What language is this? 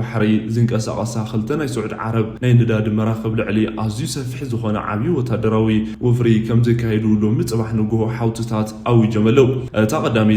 Tigrinya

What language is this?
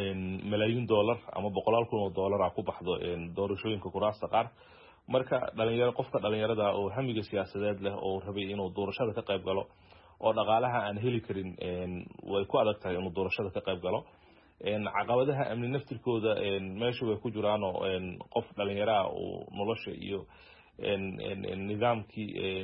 Somali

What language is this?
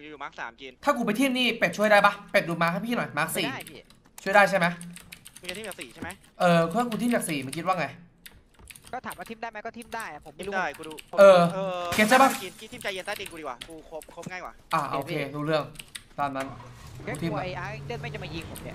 Thai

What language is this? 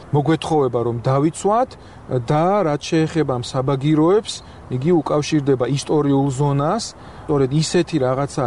Georgian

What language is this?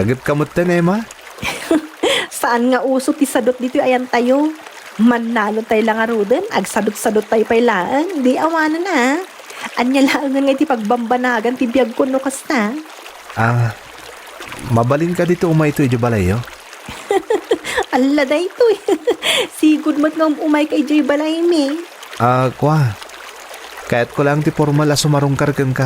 Iloko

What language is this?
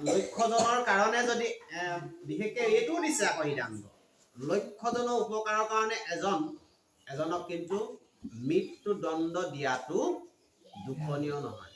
Assamese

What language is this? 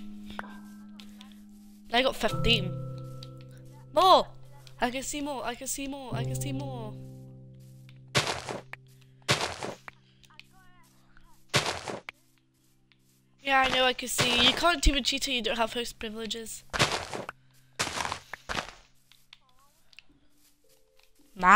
English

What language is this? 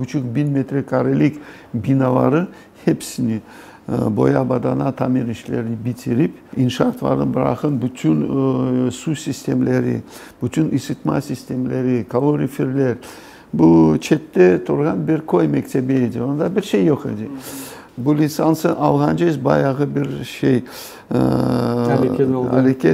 Crimean Tatar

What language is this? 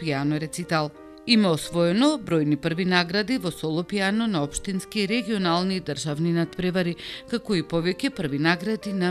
Macedonian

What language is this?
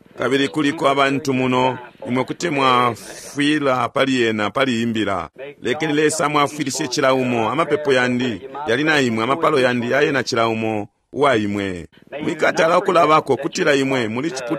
Bemba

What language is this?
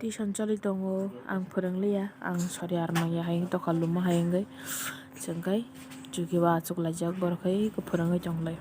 Kok Borok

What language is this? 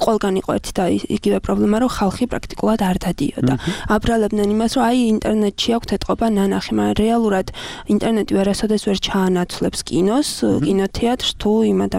Georgian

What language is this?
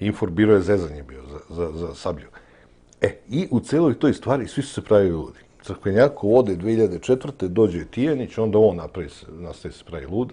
Serbian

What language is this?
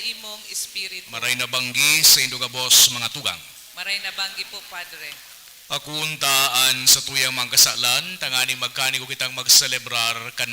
Bikol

